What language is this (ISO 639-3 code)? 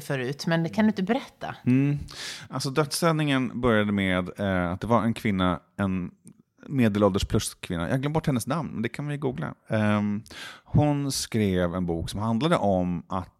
swe